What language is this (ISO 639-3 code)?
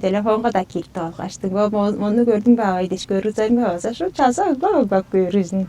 tyv